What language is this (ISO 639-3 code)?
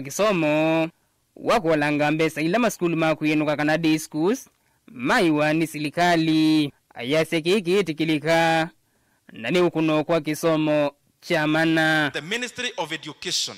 kam